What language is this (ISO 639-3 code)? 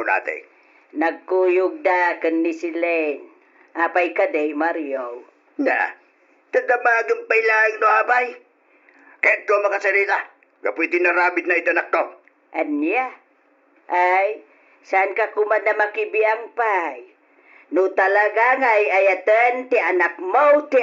ilo